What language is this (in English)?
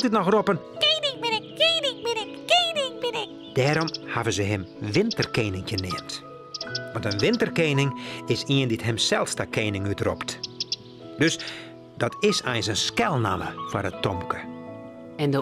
Western Frisian